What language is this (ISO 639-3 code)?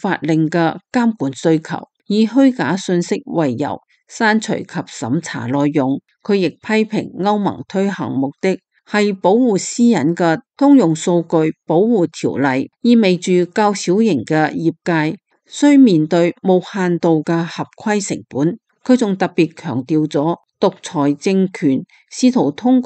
yue